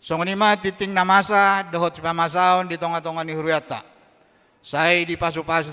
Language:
Batak Toba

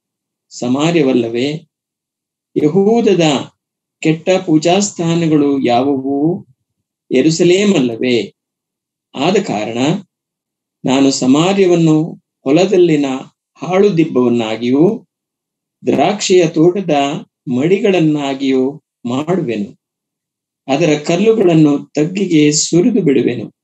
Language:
Kannada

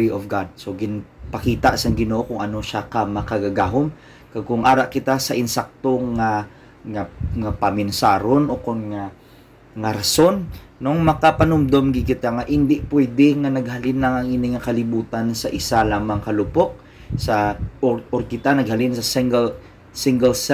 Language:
Hiligaynon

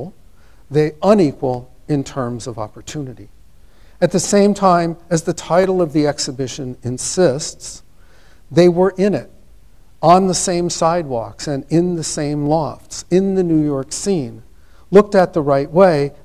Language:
English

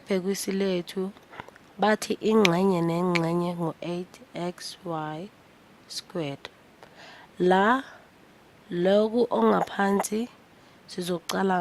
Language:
Zulu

